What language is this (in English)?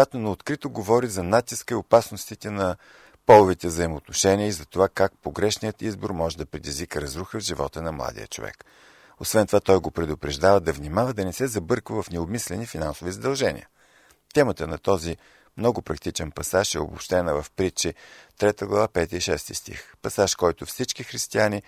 Bulgarian